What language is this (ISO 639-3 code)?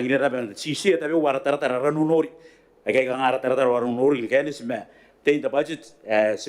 gil